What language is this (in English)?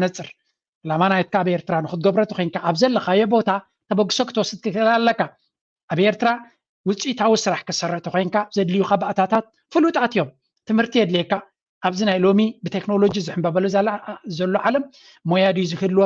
Tigrinya